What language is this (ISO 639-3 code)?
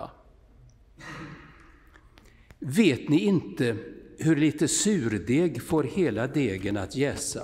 swe